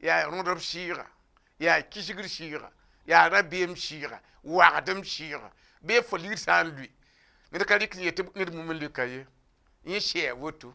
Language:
Mossi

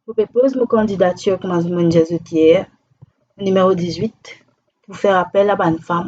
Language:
Morisyen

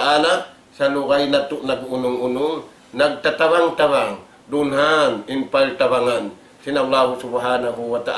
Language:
Tausug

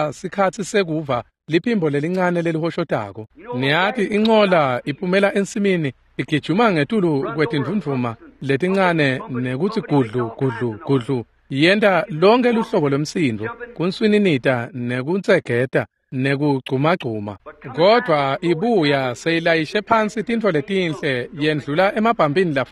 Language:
Swati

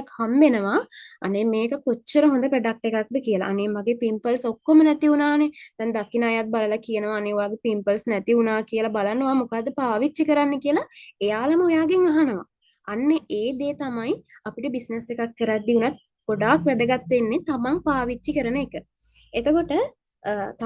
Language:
Sinhala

